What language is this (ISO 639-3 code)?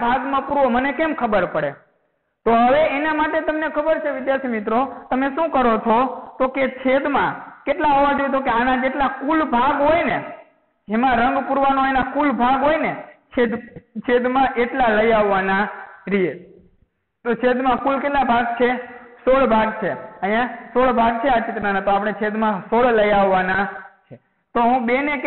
guj